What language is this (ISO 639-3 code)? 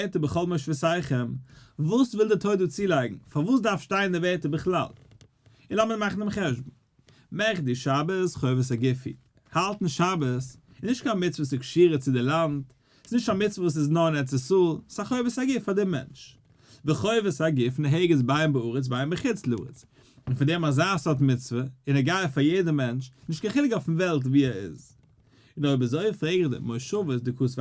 yid